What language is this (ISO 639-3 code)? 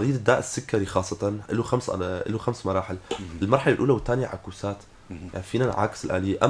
apc